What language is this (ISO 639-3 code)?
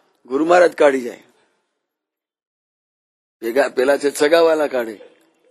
guj